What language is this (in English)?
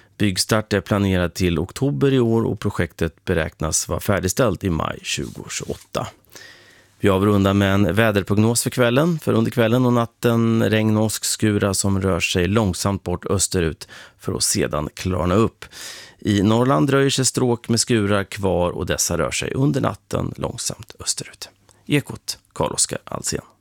Swedish